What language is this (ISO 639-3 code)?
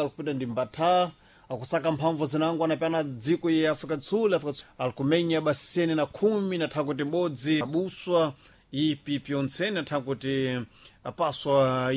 seh